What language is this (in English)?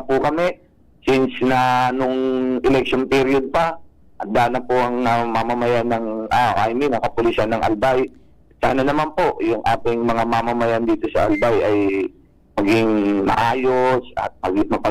Bikol